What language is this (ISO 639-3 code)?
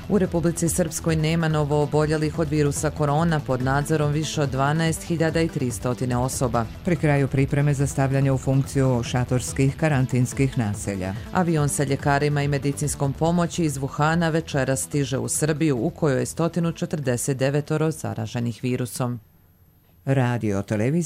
srp